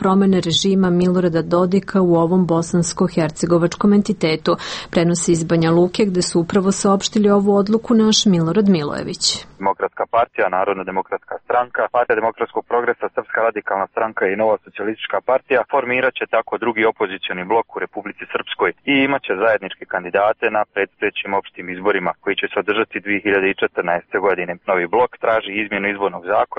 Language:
Serbian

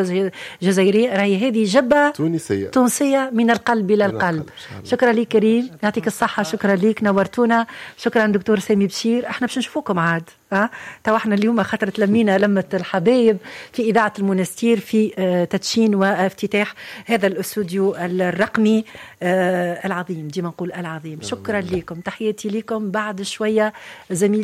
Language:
Tunisian Arabic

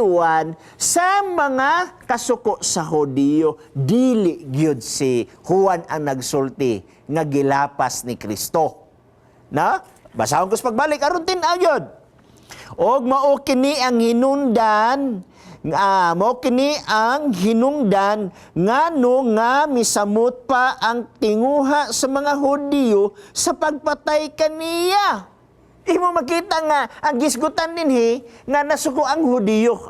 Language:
Cebuano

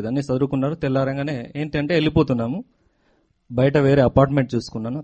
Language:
Telugu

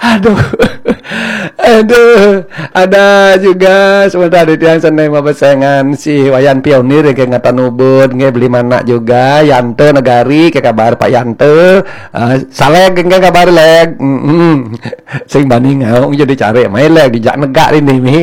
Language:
Balinese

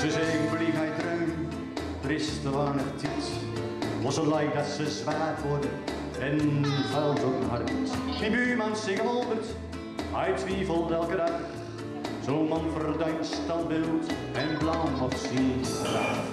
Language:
Gronings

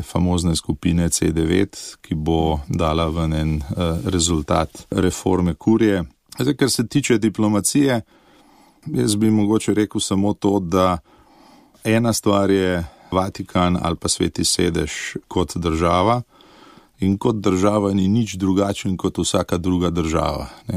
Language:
Slovenian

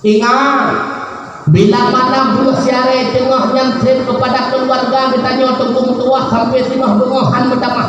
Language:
Achinese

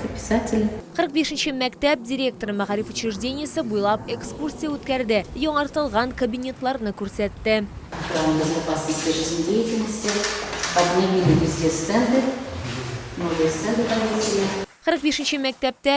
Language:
Tatar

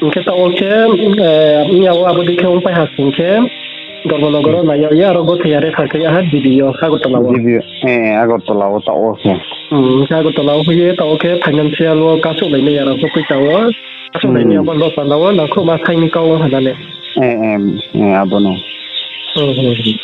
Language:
Riang (India)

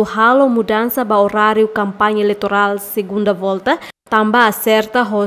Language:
Tetum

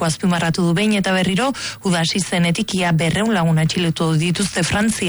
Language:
Basque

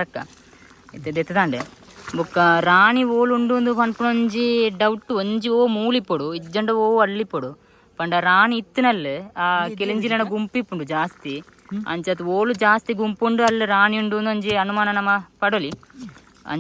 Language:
Tulu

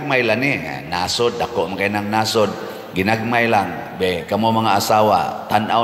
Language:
Cebuano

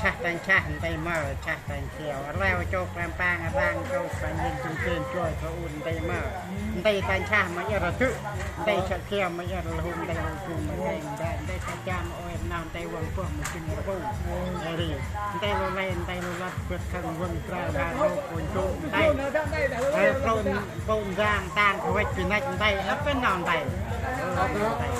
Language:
Central Mnong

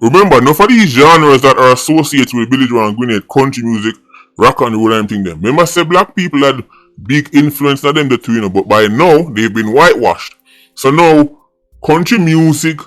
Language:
Jamaican Creole English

